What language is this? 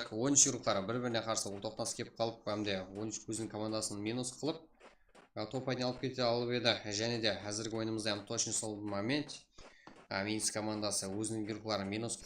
Kara-Kalpak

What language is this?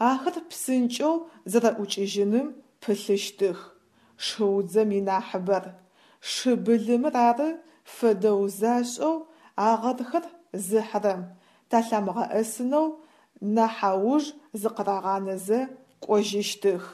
Adyghe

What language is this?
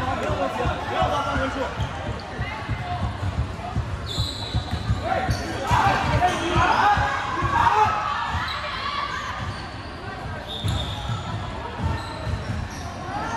Chinese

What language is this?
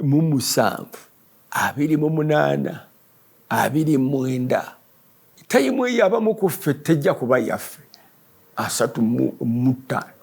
Ganda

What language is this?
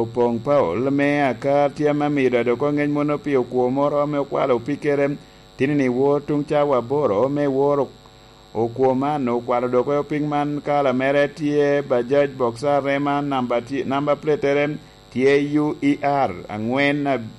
Lango (Uganda)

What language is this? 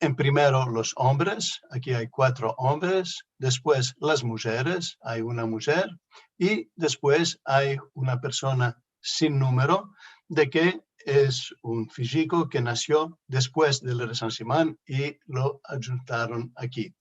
Ladino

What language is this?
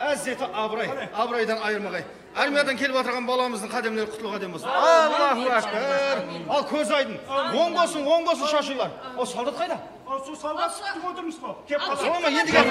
Kara-Kalpak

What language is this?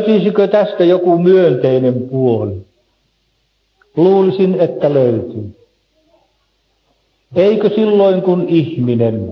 Finnish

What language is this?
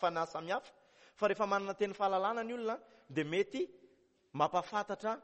Malagasy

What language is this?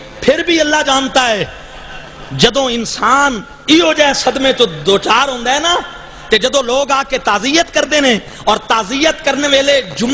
Saraiki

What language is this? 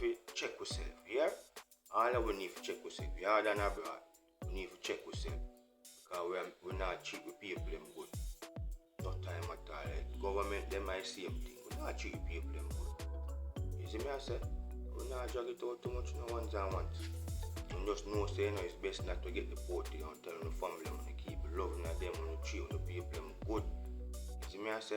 Jamaican Creole English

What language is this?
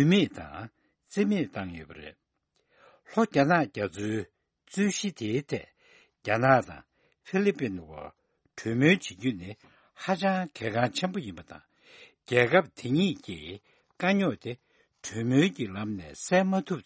Tibetan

